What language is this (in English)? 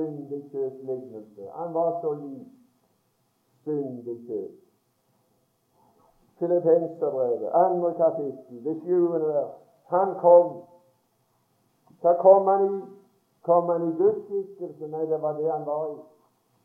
Norwegian